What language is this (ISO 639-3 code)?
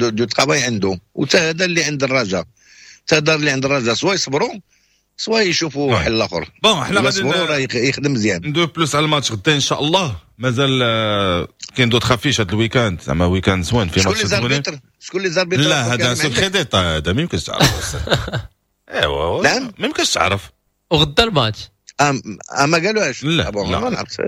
ary